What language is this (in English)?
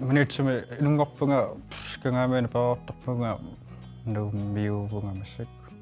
Kalaallisut